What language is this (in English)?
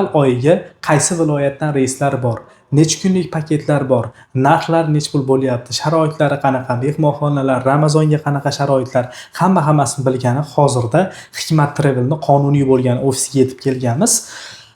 Uzbek